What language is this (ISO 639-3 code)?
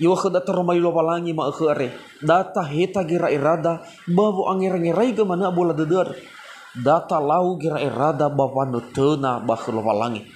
nia